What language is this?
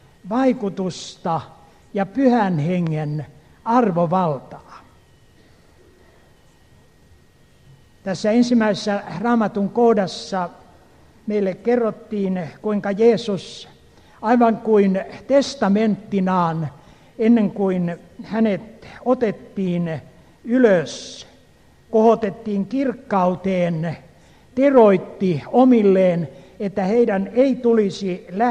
Finnish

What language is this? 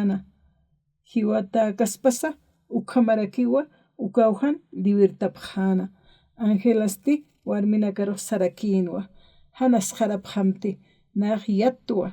Aymara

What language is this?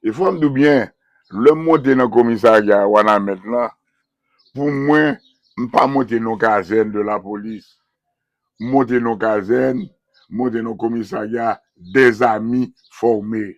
Haitian Creole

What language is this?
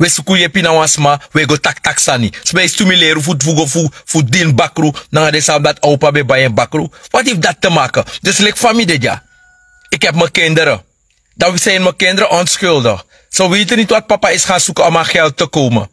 Sranan Tongo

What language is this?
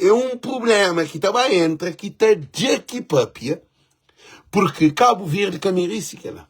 Kabuverdianu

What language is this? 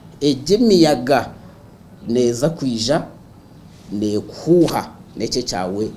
Nyankole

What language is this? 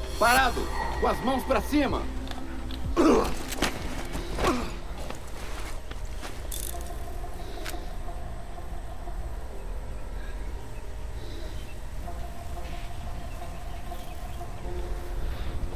Portuguese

